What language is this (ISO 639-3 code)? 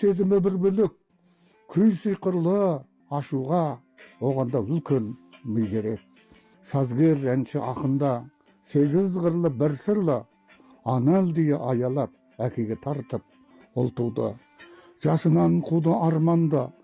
kaz